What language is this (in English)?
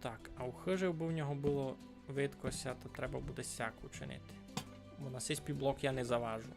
Rusyn